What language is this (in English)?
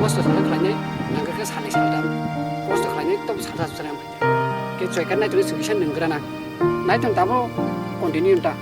Kok Borok